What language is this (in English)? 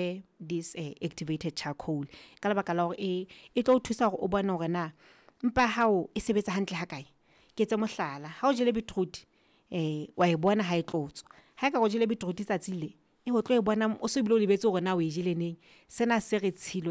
Southern Sotho